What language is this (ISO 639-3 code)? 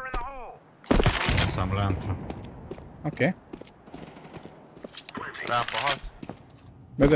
hun